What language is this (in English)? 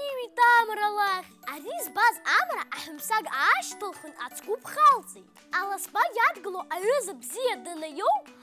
Abkhazian